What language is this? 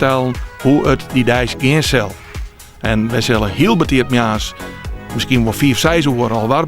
Western Frisian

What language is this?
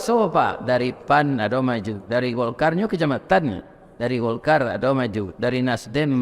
Minangkabau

